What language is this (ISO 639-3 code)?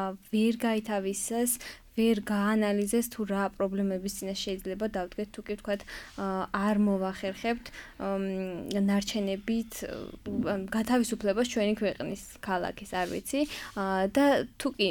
kat